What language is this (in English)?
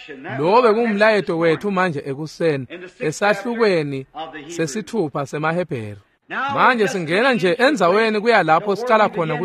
Swati